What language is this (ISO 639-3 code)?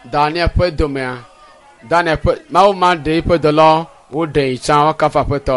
ewe